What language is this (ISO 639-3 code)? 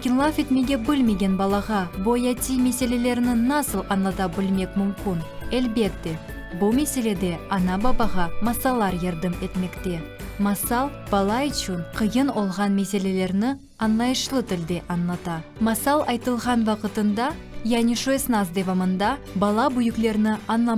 crh